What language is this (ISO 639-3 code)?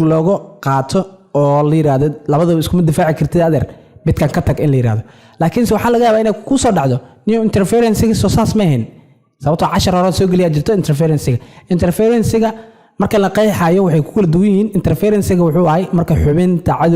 som